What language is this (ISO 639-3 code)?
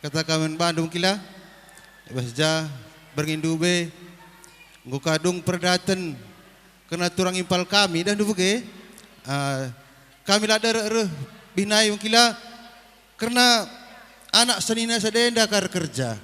btx